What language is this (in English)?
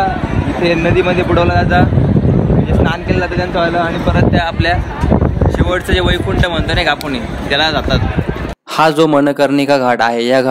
Marathi